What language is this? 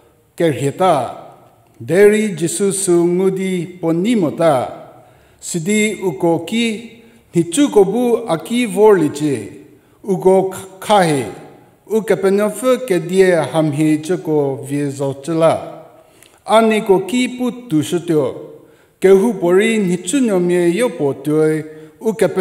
Angami Naga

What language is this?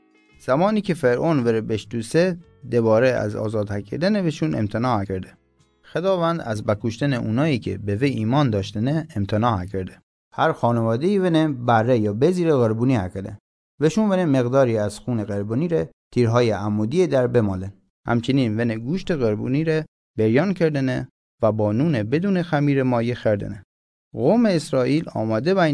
Mazanderani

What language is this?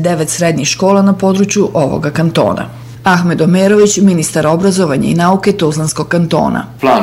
Bosnian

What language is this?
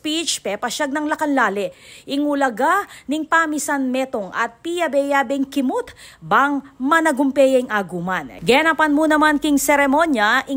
Pampanga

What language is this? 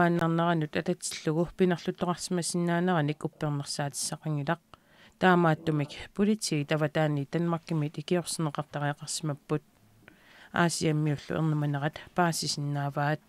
Kalaallisut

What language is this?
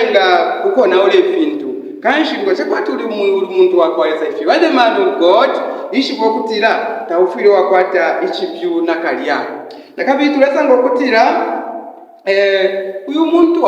Bemba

